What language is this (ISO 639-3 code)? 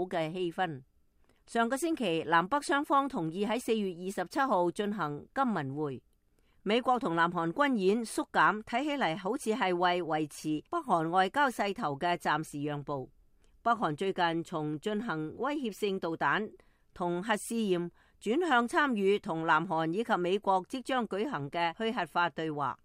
yue